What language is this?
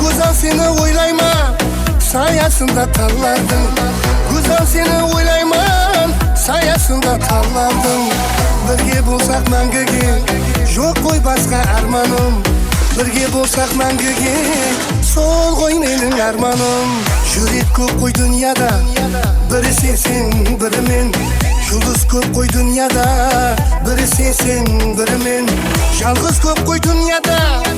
Kara-Kalpak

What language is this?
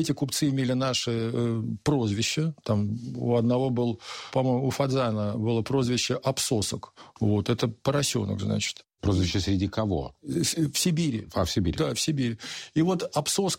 Russian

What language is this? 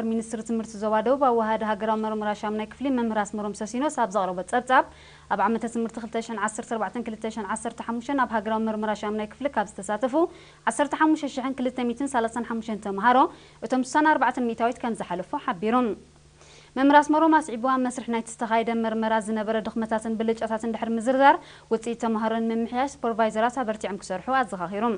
Tigrinya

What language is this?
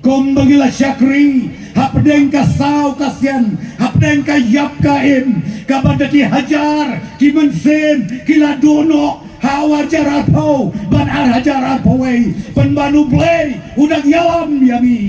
Khasi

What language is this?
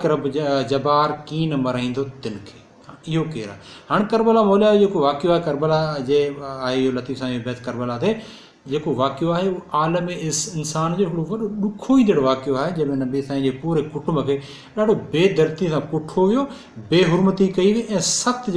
Sindhi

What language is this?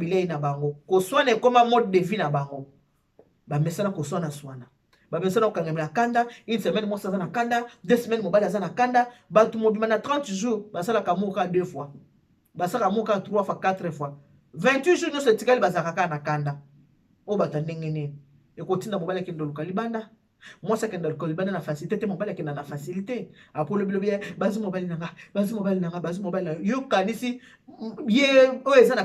Lingala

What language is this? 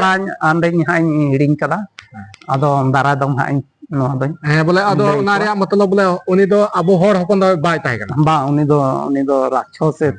Santali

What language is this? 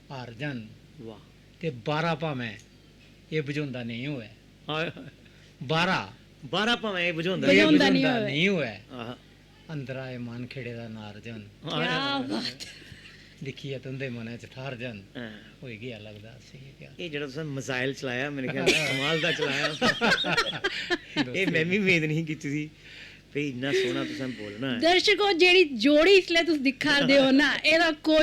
Dogri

